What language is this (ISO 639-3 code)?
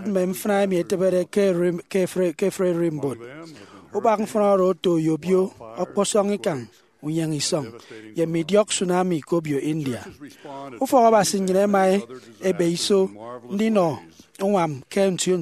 efi